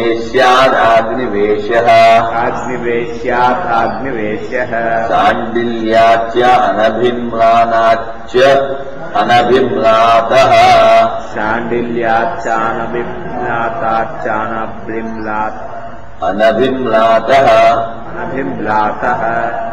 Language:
Sanskrit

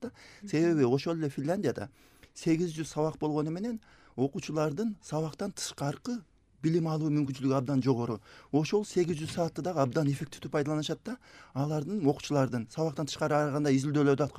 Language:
Kyrgyz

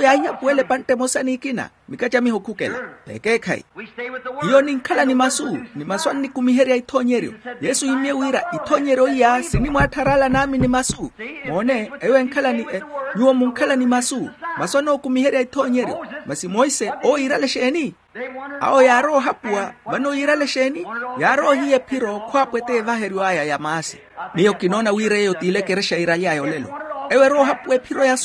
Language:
Makhuwa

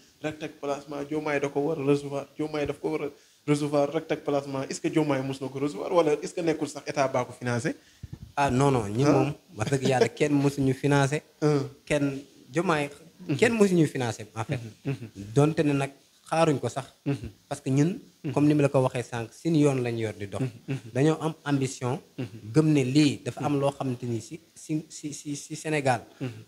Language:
Wolof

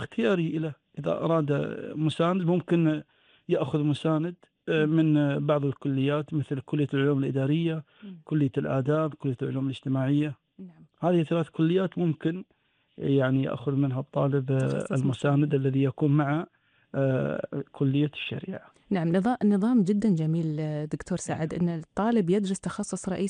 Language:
Gulf Arabic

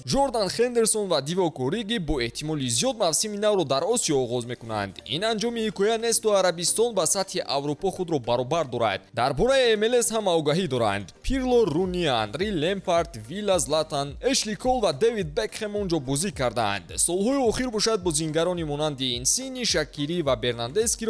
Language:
Tajik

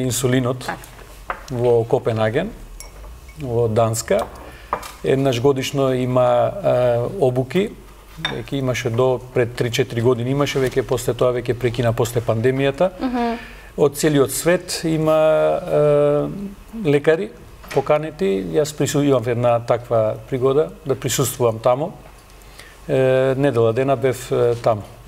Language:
Macedonian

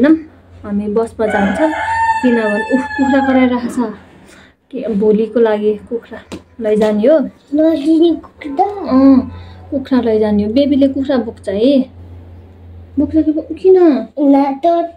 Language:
Nepali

